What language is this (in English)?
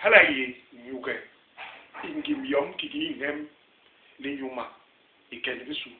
Basaa